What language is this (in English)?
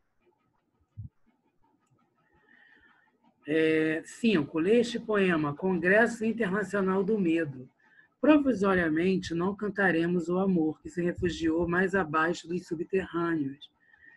Portuguese